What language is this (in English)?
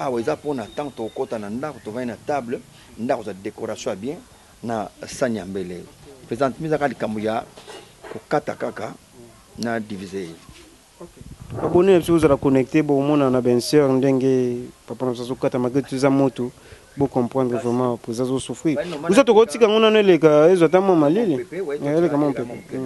Lingala